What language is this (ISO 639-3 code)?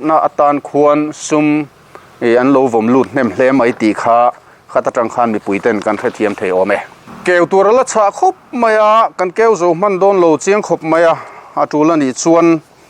lus